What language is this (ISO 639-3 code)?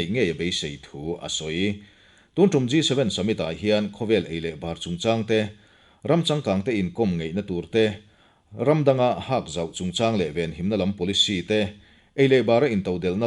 lus